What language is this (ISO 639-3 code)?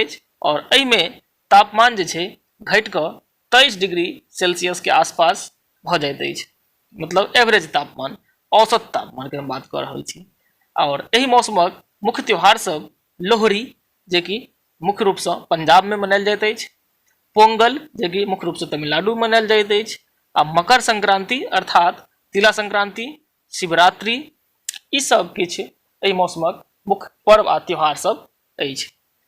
mai